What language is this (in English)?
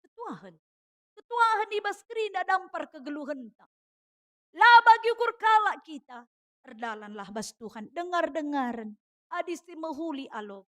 Batak Karo